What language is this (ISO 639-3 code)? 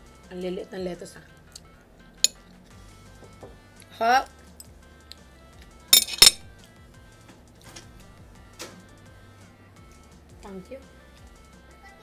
fil